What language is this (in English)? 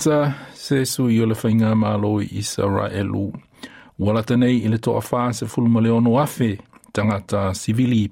Samoan